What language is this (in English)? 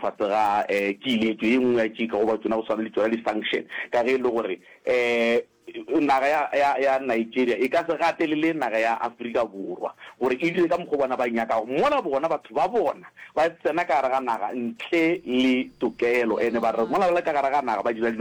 Northern Sotho